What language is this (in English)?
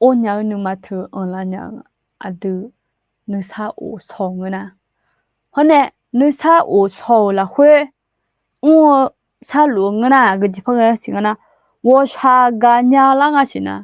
Akha